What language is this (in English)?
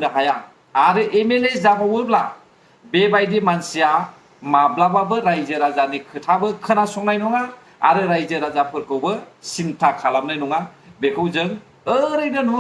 Bodo